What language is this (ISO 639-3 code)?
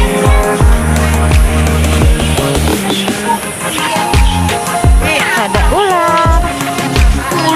ind